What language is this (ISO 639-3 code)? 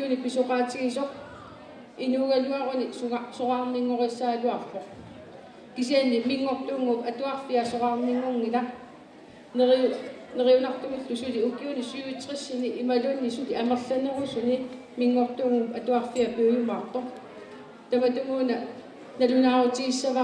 kal